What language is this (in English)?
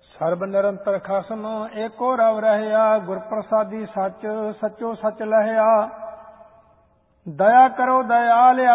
Punjabi